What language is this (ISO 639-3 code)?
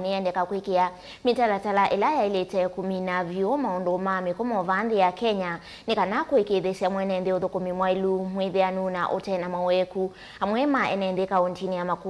kam